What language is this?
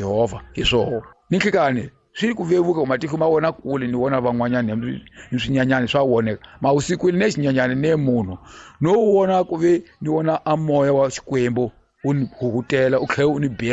Tsonga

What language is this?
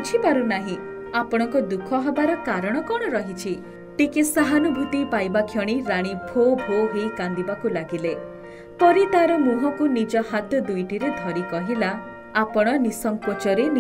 Odia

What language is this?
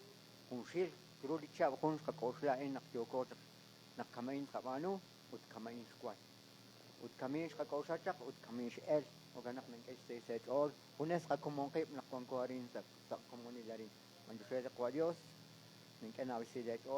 Kekchí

